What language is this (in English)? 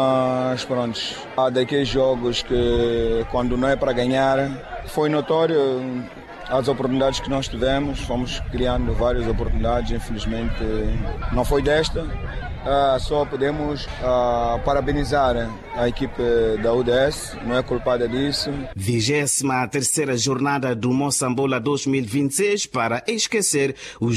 Portuguese